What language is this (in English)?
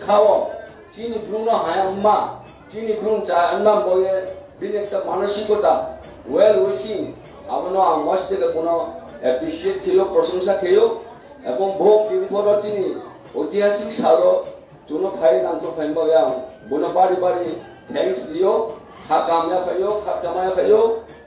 Riang (India)